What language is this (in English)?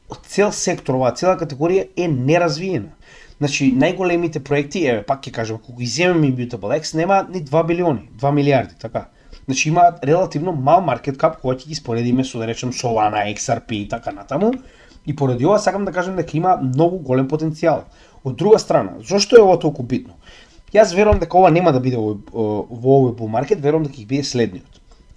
Macedonian